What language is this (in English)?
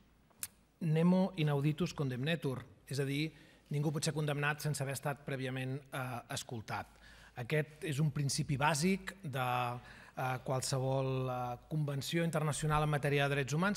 Catalan